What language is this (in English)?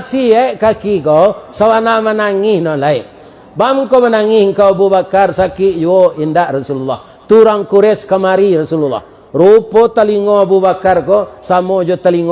Minangkabau